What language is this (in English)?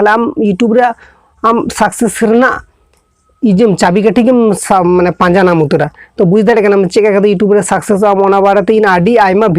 Santali